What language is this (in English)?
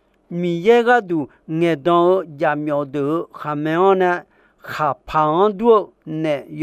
Akha